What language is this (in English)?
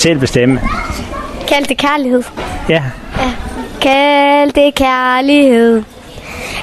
Danish